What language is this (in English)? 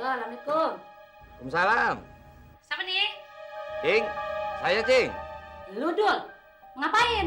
Betawi